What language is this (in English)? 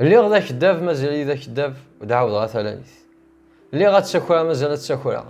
Kabyle